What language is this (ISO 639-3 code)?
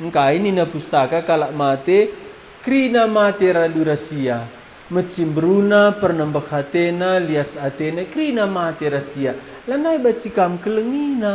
btx